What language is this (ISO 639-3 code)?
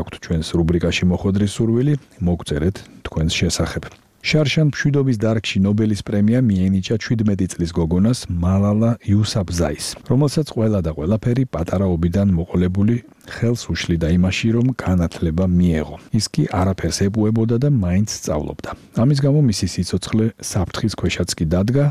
kat